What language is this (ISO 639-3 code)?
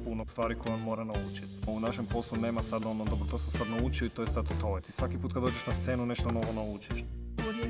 hrv